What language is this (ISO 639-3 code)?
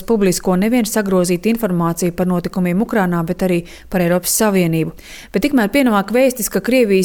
lav